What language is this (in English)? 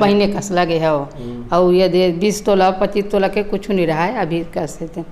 Chhattisgarhi